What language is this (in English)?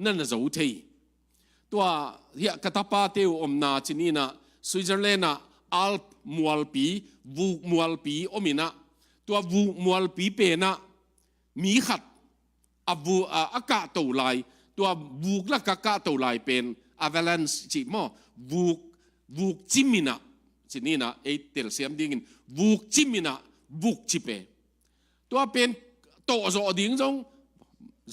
Tedim Chin